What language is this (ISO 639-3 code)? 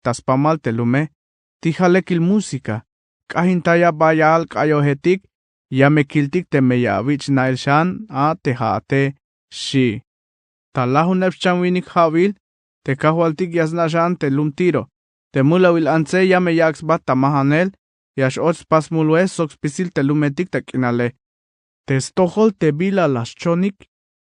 tzh